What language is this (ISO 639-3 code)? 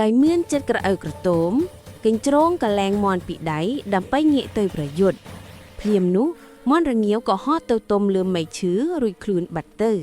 khm